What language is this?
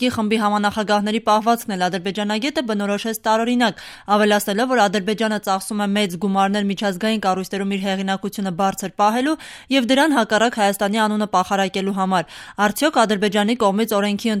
Armenian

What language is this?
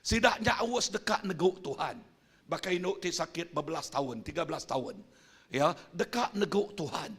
Iban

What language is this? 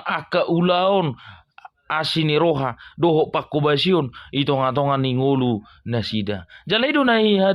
Batak Toba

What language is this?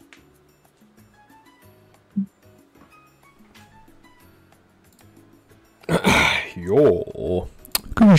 Finnish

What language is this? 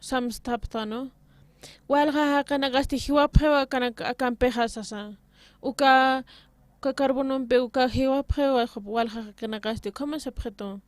Aymara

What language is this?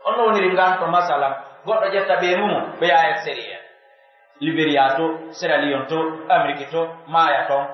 Pular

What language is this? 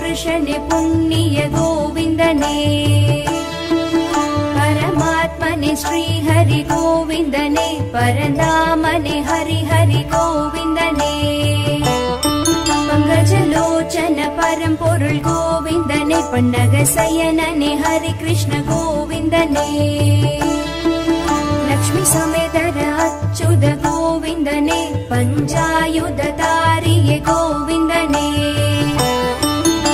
Tamil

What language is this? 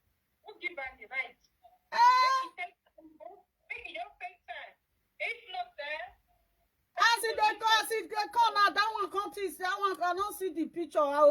Nigerian Pidgin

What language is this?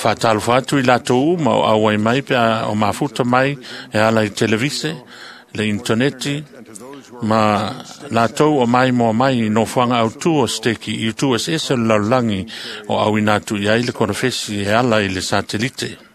Samoan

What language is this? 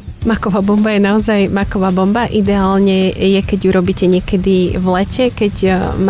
Slovak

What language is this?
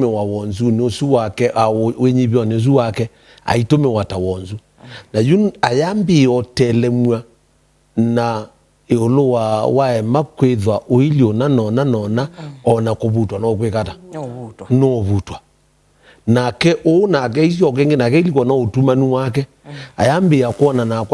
Kamba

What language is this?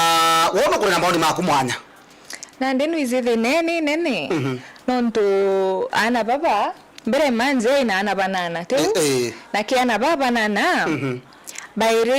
Meru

